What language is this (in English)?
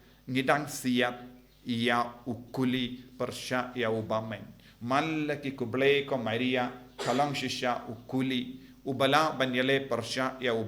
Khasi